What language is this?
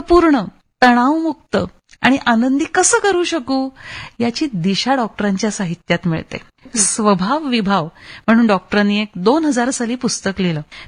Marathi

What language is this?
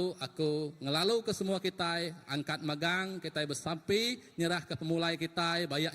Iban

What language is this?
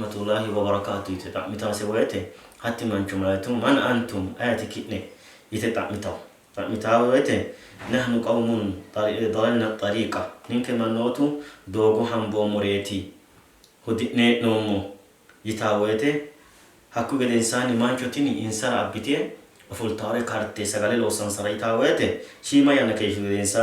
Sidamo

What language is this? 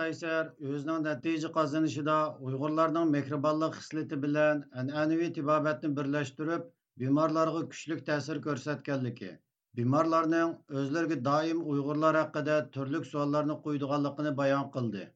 Uyghur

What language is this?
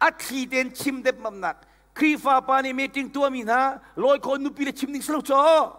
Hakha Chin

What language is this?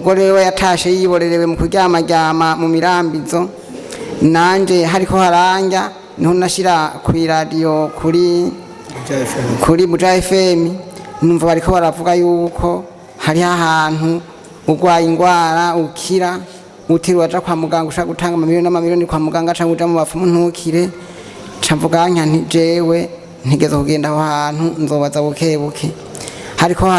Rundi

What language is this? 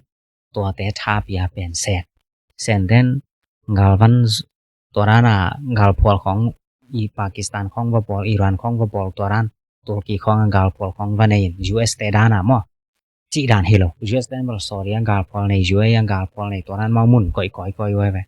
Tedim Chin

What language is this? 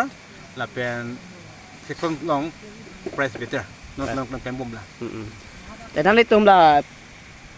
Karbi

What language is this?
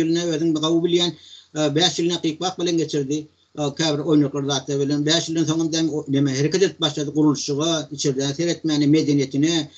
Turkmen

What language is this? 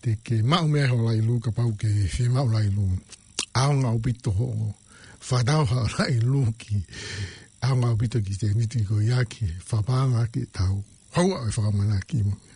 Tongan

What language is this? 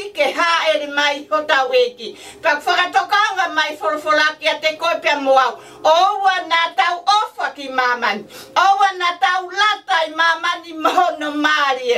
Tongan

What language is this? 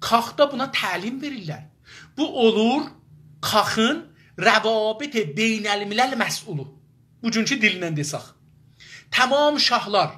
South Azerbaijani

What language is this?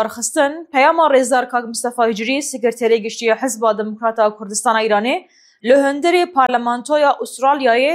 Kurdish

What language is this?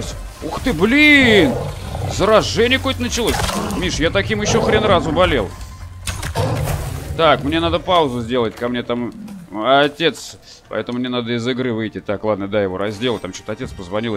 Russian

